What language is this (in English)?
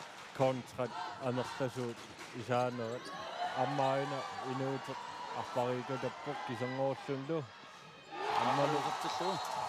Kalaallisut